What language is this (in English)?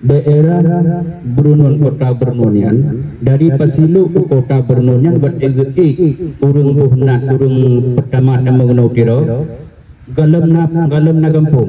Achinese